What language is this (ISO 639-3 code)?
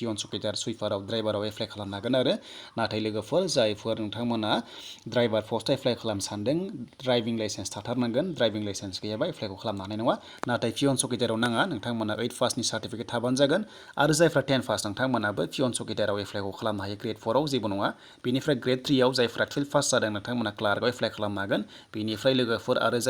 brx